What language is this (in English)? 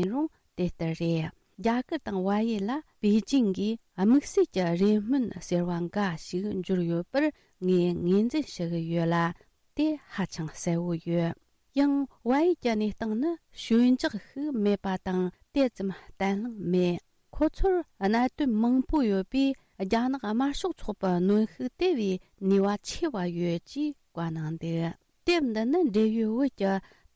Tibetan